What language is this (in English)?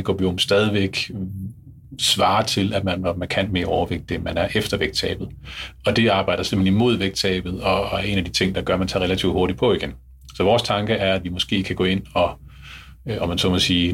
Danish